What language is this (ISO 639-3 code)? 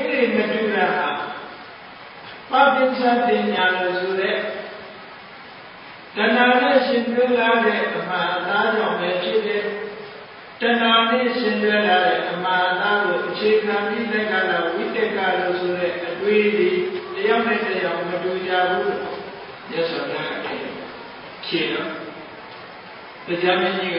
mya